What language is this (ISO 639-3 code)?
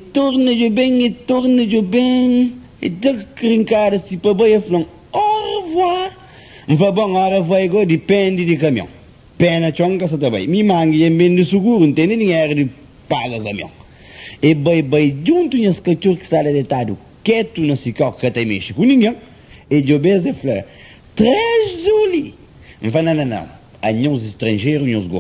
kea